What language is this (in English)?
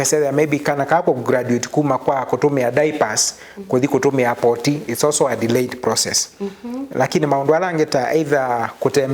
Kamba